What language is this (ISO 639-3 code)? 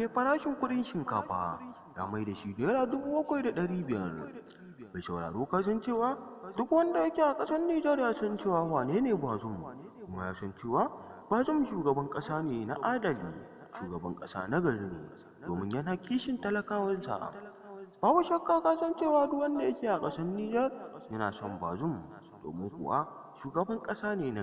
hau